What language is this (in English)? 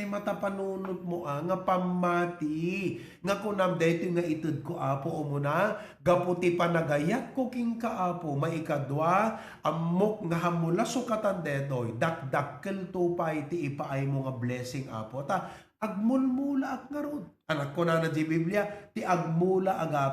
Iloko